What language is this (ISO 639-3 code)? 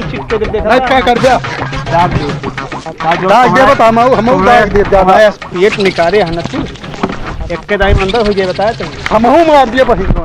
awa